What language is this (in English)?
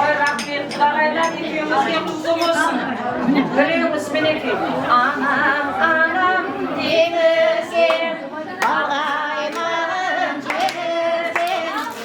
Kara-Kalpak